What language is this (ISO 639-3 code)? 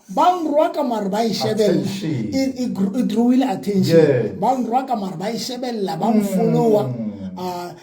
sot